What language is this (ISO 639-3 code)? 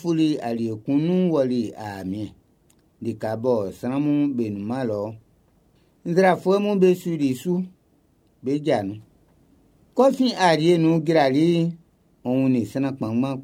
bci